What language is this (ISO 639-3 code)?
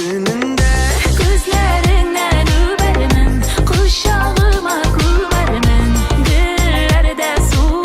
bak